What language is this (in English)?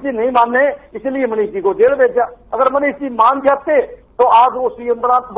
Hindi